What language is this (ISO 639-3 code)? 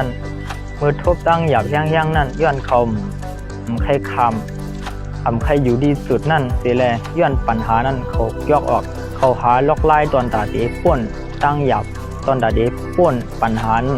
shn